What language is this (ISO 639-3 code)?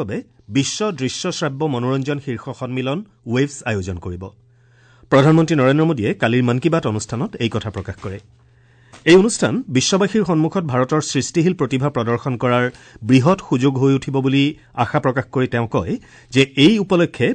asm